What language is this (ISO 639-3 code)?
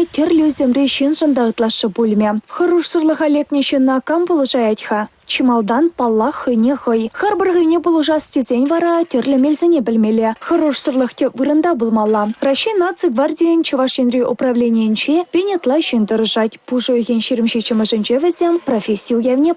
chv